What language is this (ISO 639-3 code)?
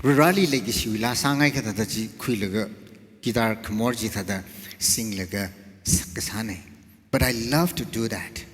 nmf